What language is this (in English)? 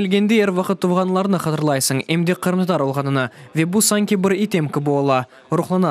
Crimean Tatar